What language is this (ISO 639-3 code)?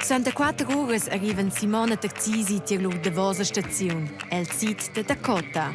roh